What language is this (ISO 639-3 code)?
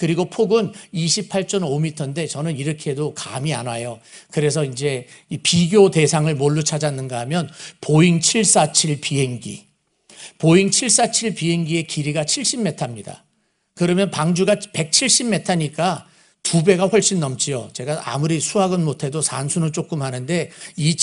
kor